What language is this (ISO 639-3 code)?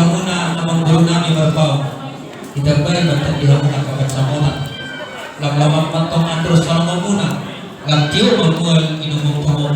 bbc